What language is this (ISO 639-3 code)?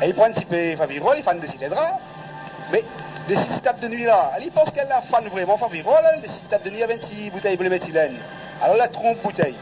rcf